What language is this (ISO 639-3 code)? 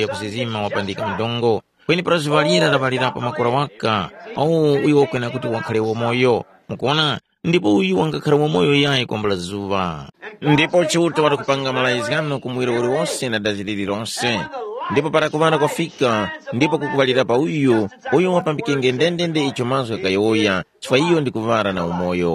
tum